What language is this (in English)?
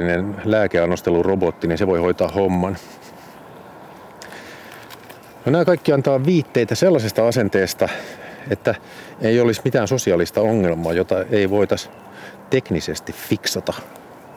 Finnish